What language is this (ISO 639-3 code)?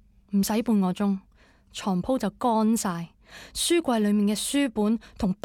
yue